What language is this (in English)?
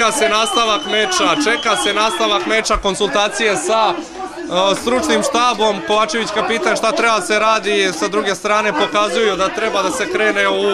Serbian